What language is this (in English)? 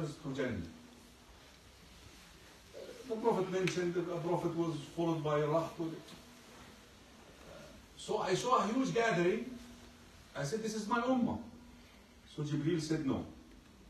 English